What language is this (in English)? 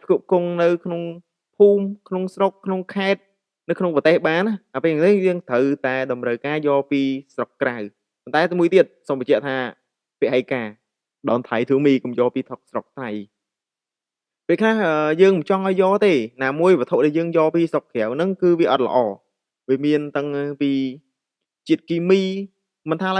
Khmer